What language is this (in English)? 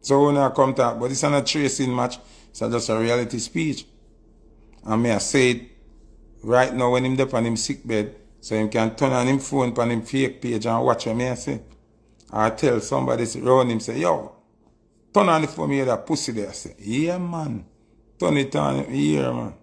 Jamaican Creole English